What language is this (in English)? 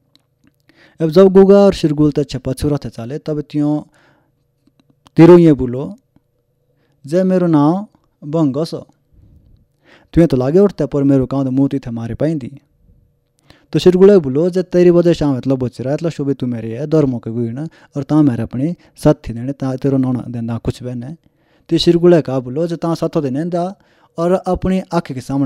Hindi